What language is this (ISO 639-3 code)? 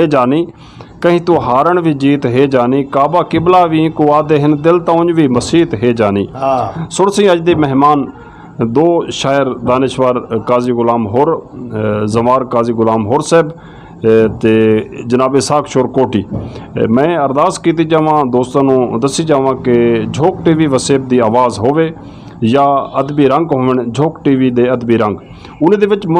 skr